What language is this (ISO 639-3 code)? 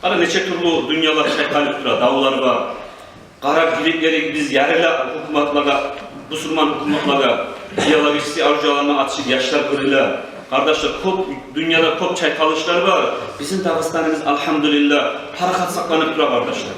kum